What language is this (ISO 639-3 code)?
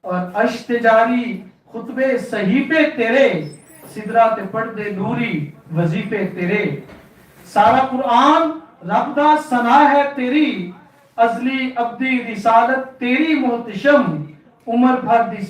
lah